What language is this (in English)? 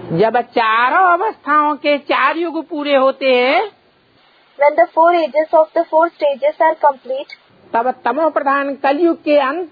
Hindi